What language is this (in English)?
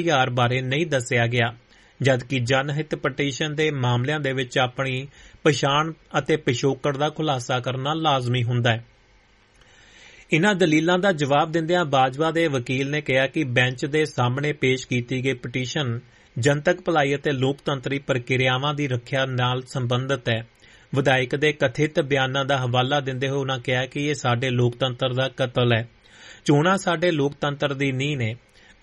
Punjabi